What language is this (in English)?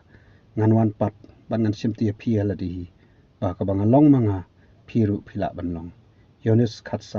Khasi